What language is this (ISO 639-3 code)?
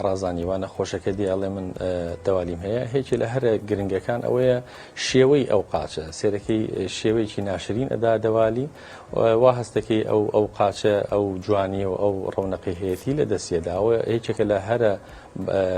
ckb